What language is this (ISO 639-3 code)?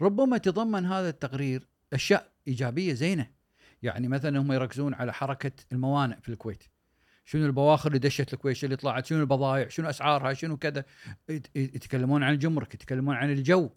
afb